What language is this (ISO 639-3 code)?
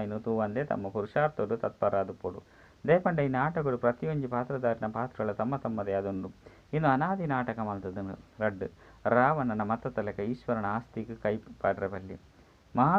tcy